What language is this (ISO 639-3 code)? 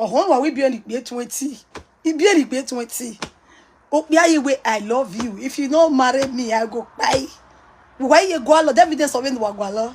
pcm